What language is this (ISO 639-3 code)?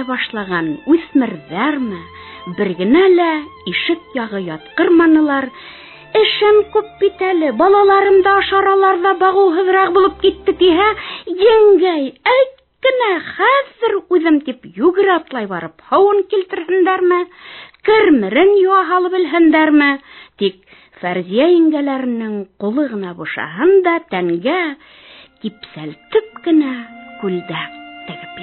bak